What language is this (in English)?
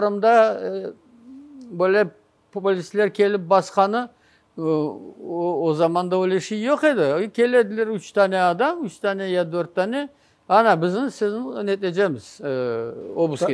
Crimean Tatar